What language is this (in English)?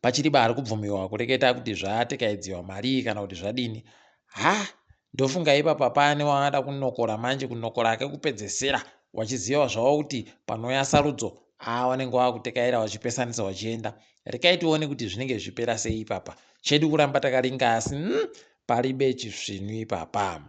Ndau